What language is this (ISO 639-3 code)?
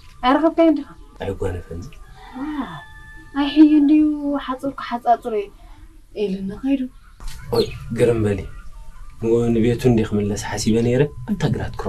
tir